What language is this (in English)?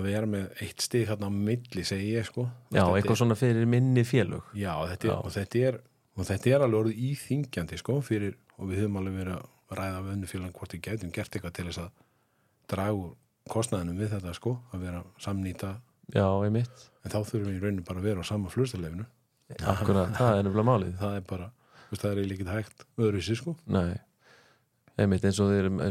Icelandic